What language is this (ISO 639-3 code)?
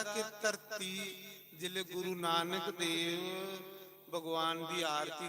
doi